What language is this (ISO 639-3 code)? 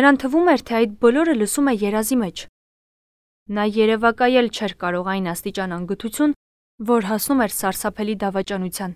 hye